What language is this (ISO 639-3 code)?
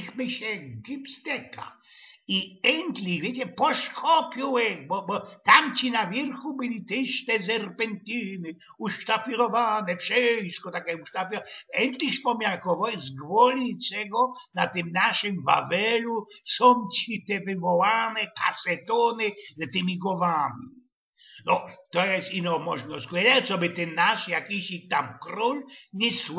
szl